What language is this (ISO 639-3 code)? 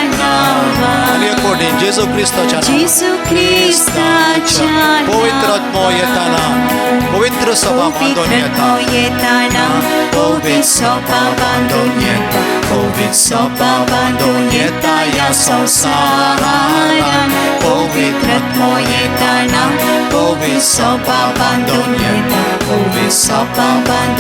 kok